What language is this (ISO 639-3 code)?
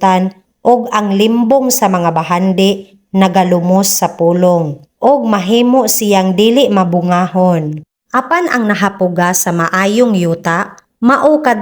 ceb